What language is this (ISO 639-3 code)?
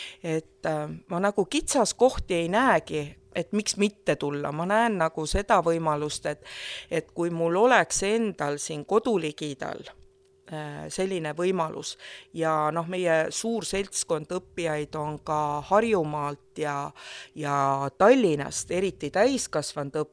est